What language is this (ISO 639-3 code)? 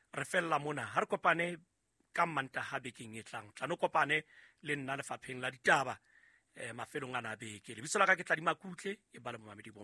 sot